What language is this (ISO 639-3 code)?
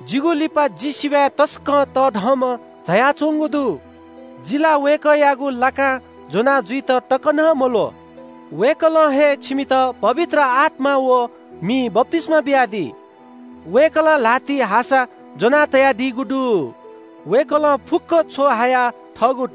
new